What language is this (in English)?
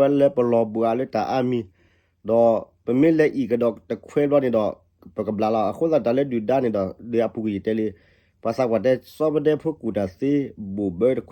S'gaw Karen